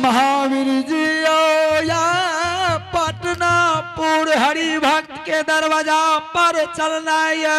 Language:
Angika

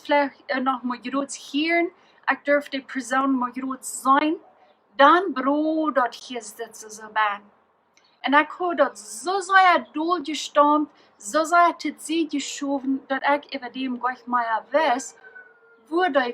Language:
Plautdietsch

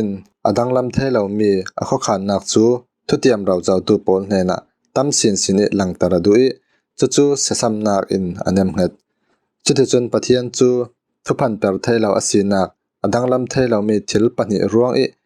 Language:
Falam Chin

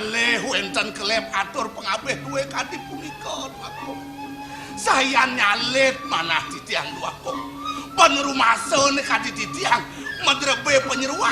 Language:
Balinese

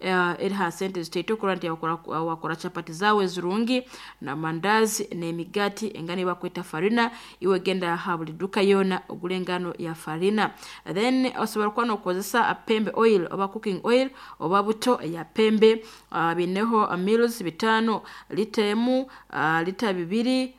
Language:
Nyoro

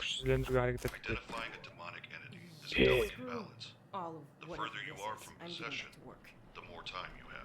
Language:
Kara-Kalpak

